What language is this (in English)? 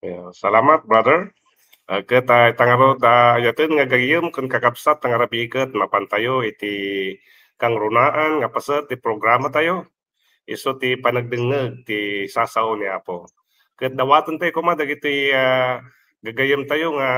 Iloko